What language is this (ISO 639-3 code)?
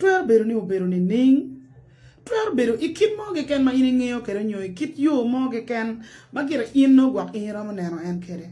ach